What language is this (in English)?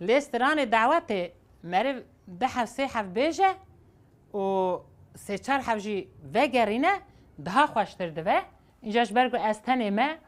Kurdish